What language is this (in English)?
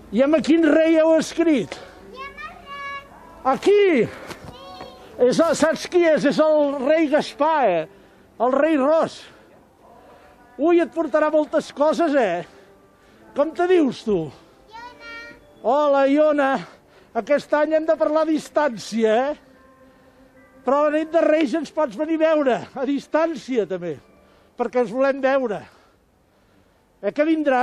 Catalan